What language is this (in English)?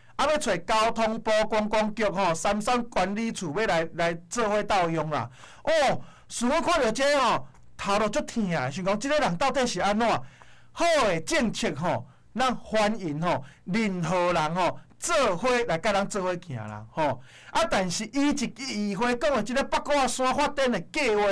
Min Nan Chinese